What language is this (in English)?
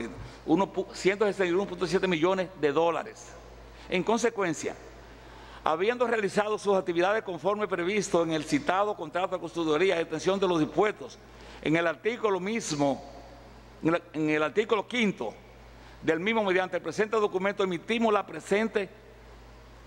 Spanish